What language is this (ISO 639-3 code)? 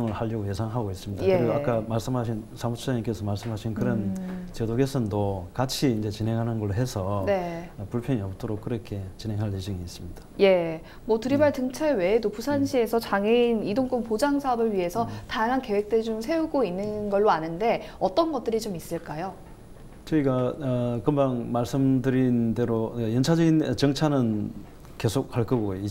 kor